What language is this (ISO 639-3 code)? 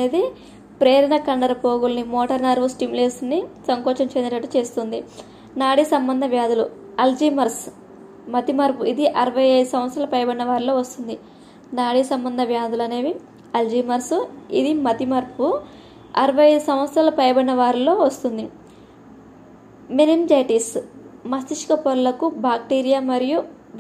tel